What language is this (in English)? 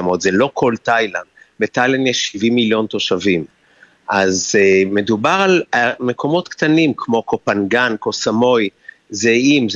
Hebrew